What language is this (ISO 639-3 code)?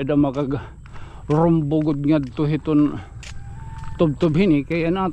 war